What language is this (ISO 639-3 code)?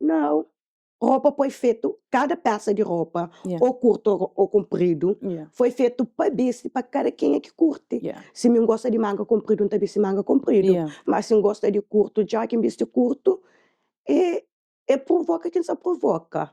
kea